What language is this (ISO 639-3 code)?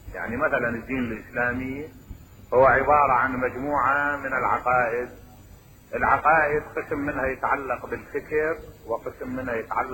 acm